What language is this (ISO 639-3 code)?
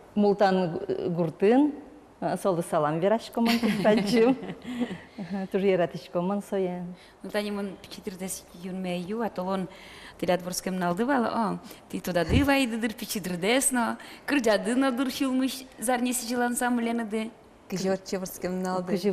udm